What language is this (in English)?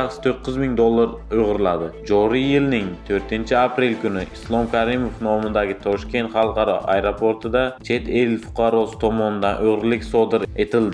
Uzbek